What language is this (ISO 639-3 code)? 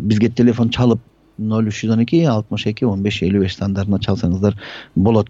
kir